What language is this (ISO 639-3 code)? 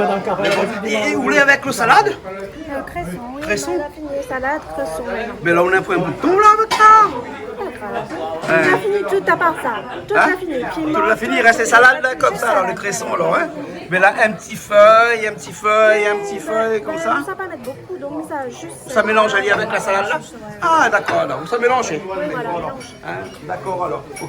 rcf